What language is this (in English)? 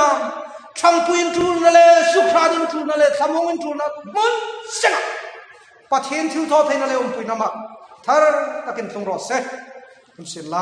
Hmar